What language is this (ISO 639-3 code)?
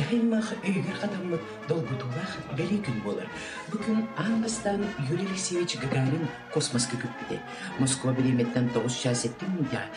sah